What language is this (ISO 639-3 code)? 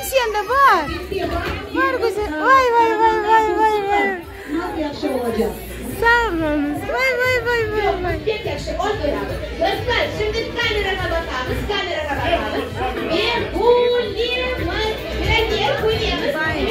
crh